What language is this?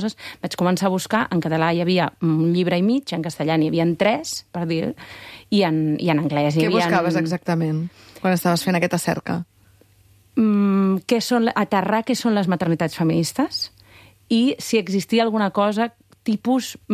Catalan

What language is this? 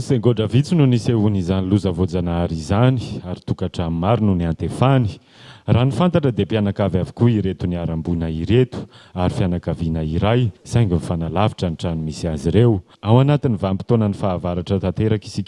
Malagasy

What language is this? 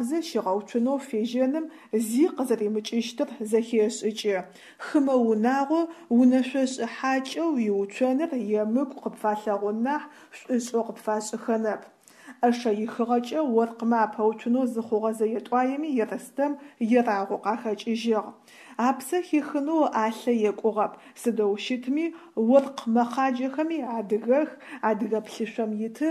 Adyghe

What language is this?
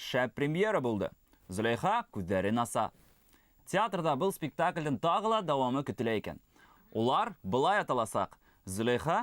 Bashkir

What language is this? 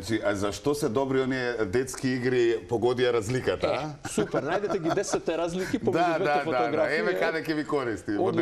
Macedonian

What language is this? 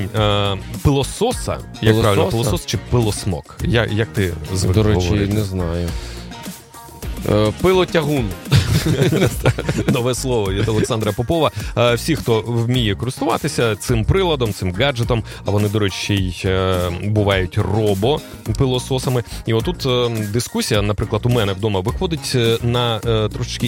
Ukrainian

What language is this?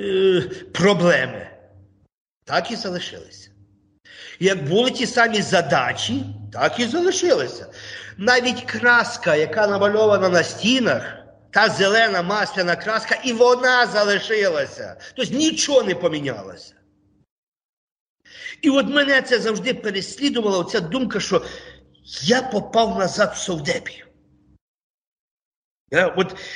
Ukrainian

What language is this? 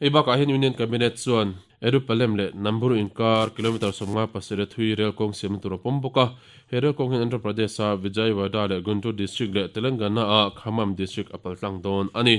Mizo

